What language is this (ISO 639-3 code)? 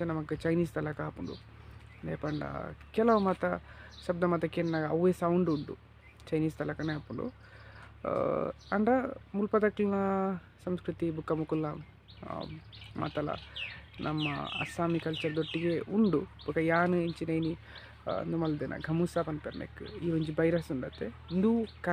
tcy